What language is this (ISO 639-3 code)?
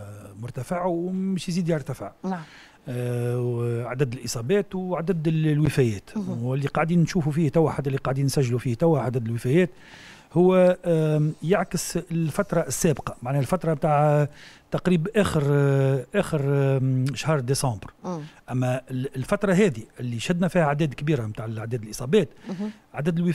aeb